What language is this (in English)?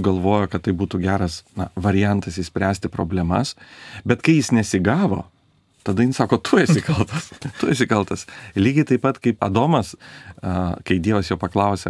Lithuanian